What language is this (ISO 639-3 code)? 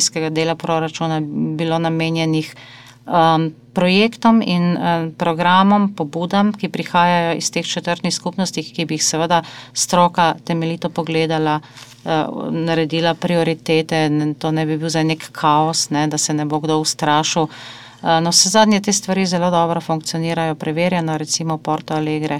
slv